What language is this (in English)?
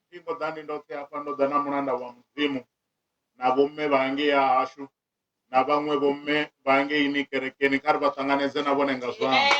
Venda